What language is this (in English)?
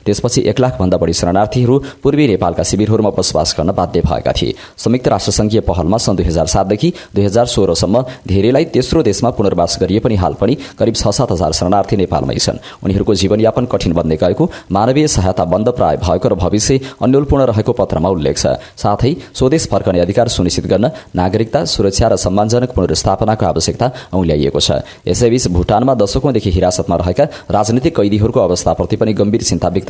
Nepali